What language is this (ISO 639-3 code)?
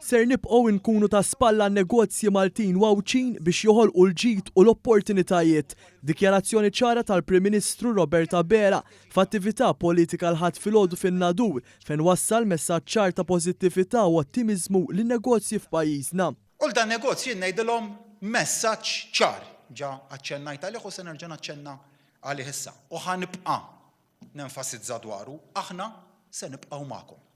mlt